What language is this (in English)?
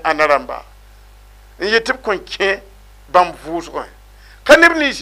Mossi